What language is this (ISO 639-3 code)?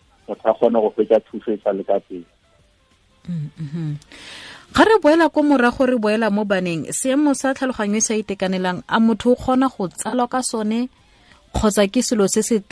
tsn